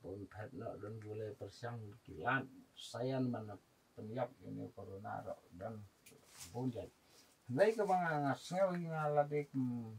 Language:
Khasi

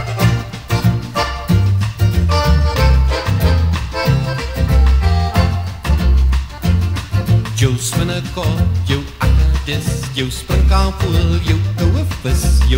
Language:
Afrikaans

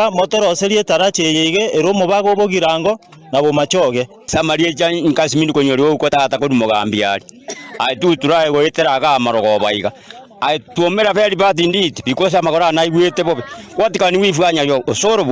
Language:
Gusii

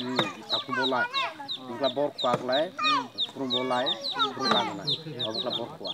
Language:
Kok Borok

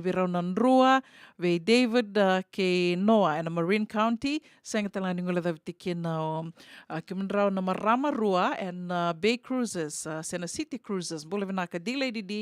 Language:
Fijian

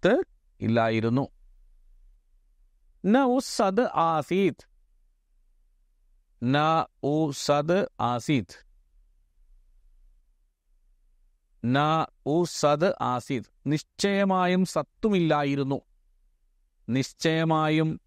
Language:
Malayalam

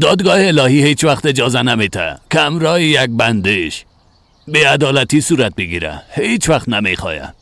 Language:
Persian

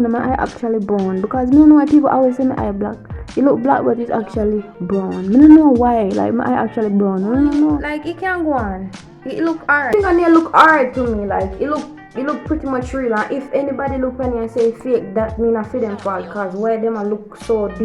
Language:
Jamaican Creole English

